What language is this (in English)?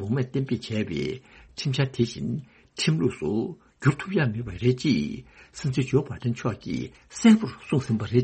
Tibetan